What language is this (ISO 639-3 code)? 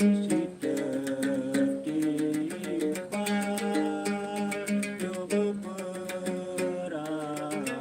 sas